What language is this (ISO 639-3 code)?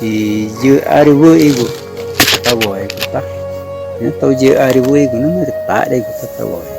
tca